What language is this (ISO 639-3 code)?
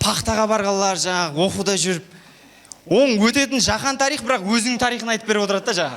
kaa